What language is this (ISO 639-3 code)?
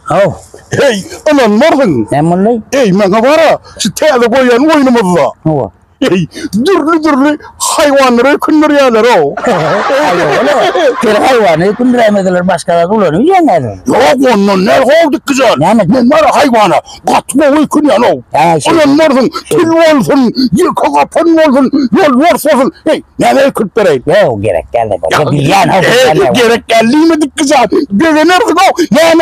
tuk